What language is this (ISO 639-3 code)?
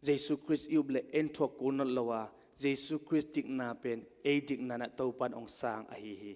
ctd